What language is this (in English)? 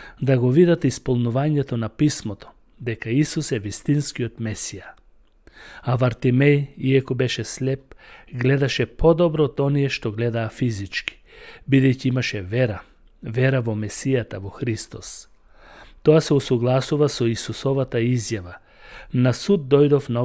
Macedonian